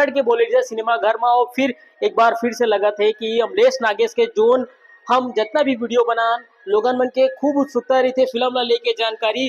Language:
Chhattisgarhi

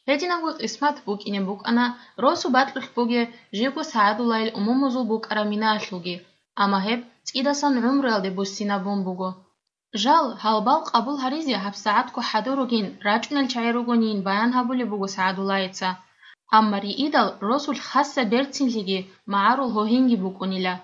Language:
Avaric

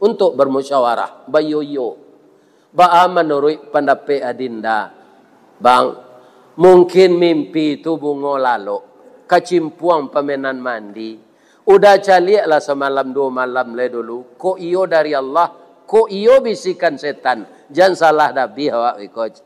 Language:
Minangkabau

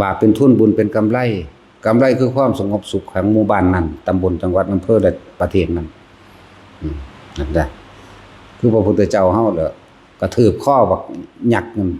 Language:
Northeastern Thai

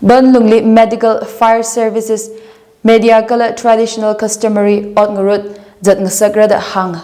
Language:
Tangkhul Naga (India)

